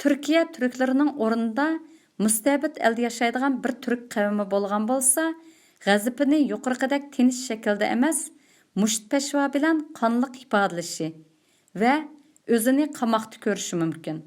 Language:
Uyghur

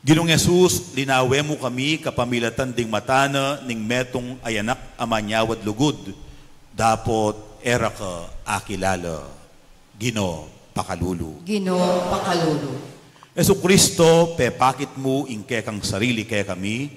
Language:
Pampanga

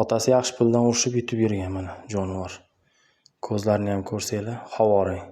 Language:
Uzbek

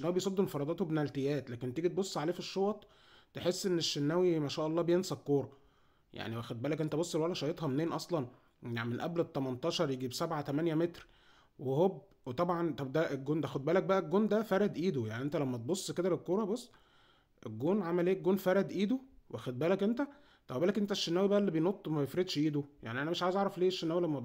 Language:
Egyptian Arabic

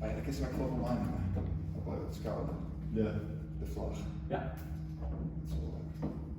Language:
Western Frisian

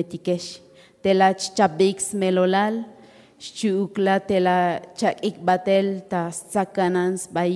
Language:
Tzotzil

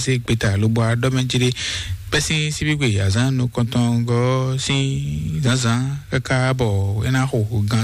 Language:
Fon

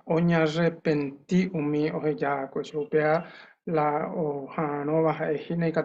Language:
Guarani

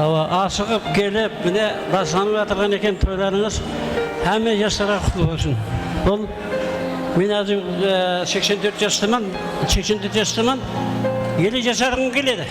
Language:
Kara-Kalpak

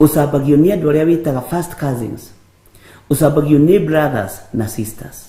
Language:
Kikuyu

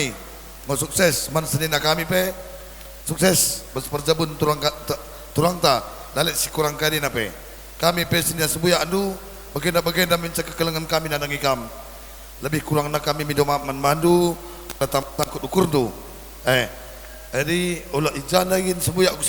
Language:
Batak Karo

